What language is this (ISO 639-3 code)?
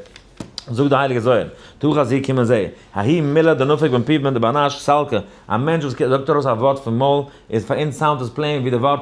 yid